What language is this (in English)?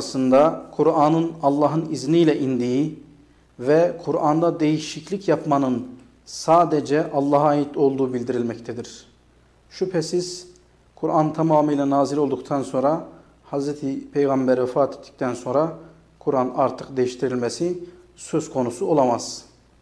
Turkish